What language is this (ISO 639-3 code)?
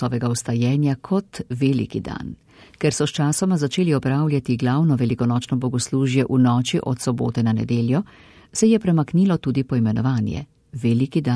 slv